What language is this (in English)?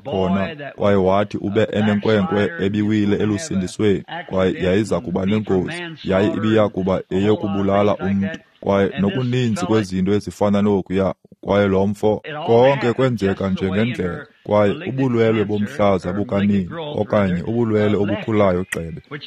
Xhosa